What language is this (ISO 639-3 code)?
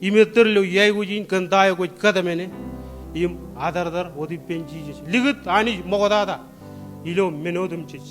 mah